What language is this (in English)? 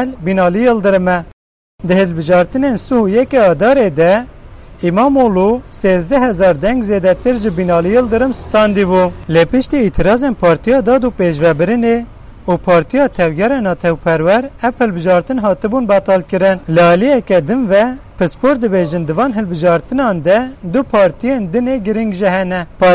Kurdish